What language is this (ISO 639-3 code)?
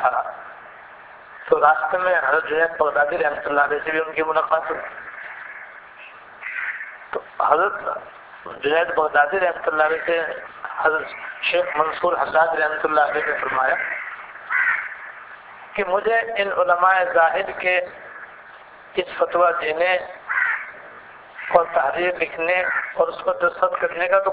urd